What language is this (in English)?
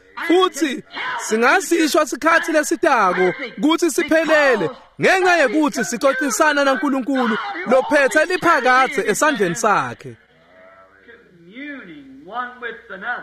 Swati